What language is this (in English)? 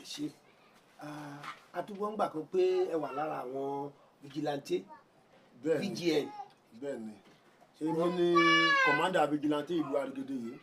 Yoruba